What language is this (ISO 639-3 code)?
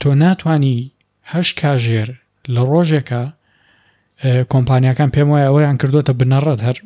ckb